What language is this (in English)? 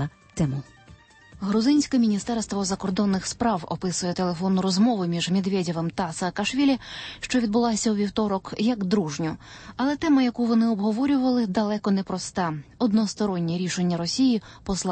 Ukrainian